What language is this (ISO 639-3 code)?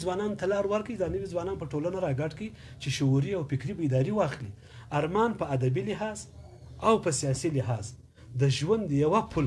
pus